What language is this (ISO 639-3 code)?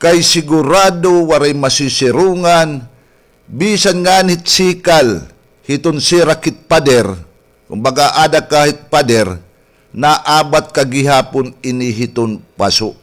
war